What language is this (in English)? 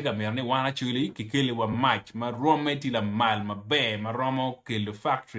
Acoli